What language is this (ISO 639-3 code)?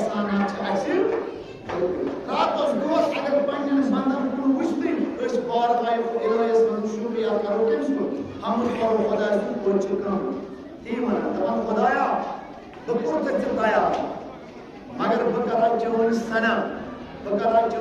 kas